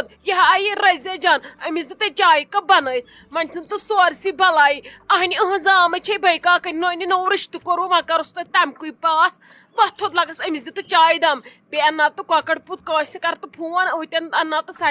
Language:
Kashmiri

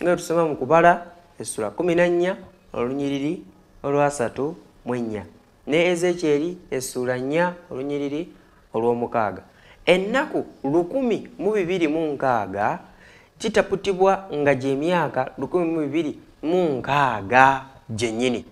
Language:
Ganda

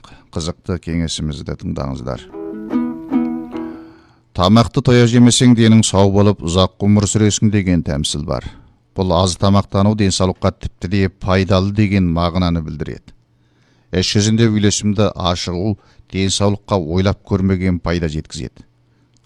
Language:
Kazakh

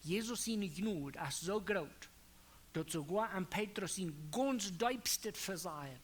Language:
Plautdietsch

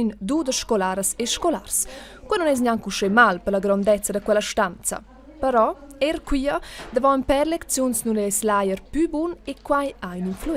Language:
Romansh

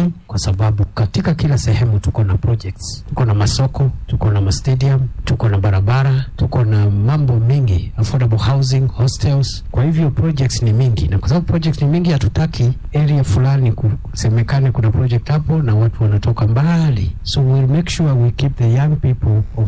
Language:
Swahili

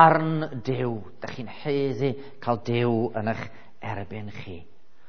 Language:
Welsh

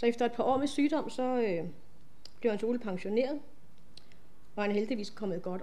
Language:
Danish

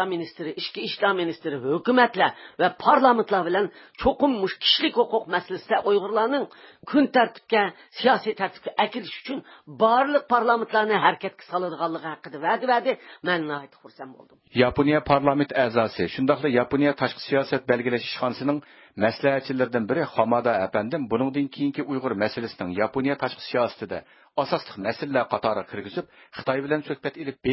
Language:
Uyghur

